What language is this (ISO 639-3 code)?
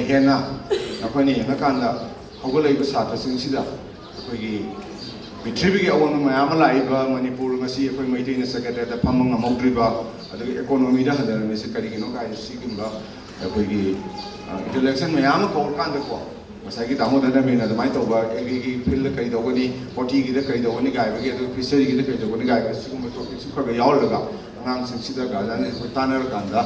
mni